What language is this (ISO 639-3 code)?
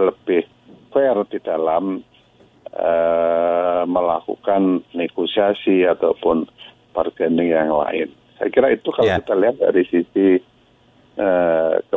ind